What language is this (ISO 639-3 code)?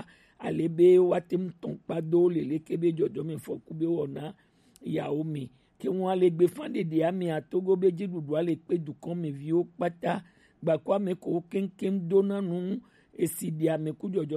gej